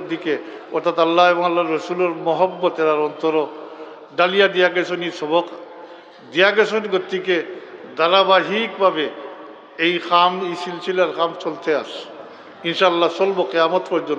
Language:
Sylheti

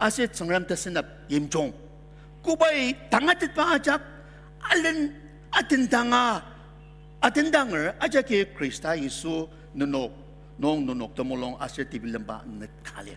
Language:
Ao Naga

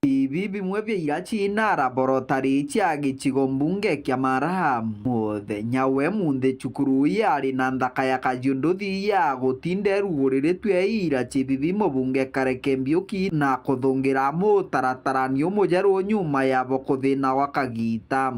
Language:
Meru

